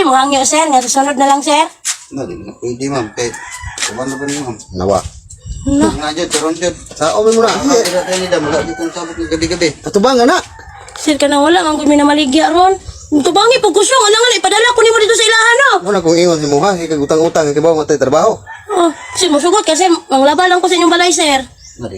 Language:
Cebuano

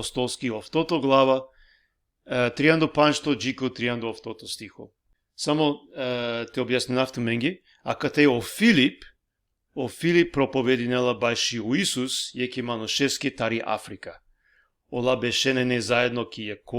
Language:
Balkan Romani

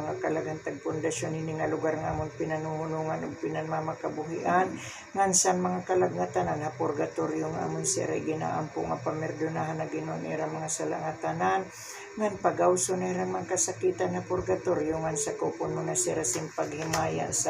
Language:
Waray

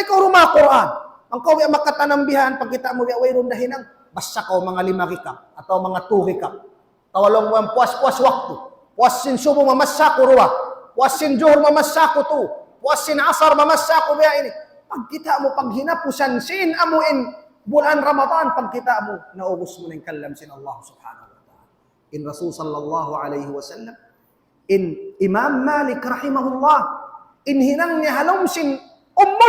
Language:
Tausug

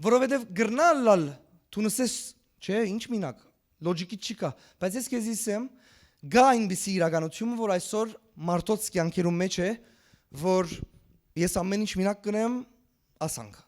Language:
Western Armenian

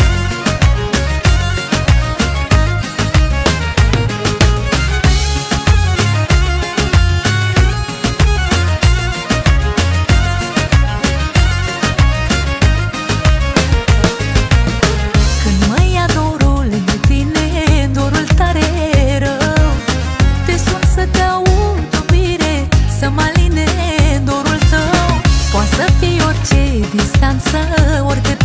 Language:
Romanian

